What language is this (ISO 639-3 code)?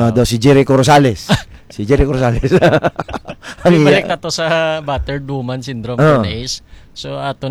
hil